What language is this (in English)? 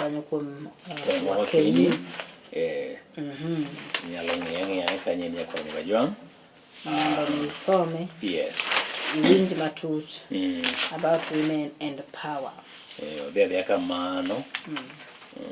Luo (Kenya and Tanzania)